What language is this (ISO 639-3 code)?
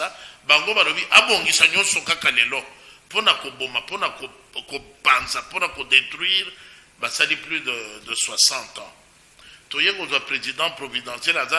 lin